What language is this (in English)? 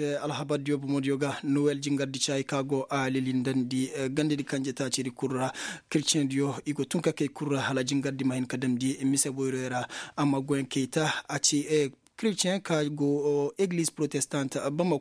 Koyraboro Senni